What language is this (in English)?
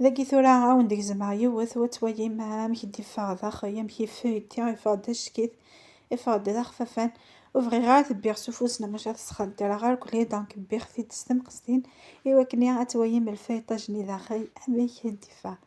Kabyle